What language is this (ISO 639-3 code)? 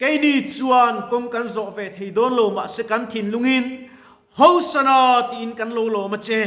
lus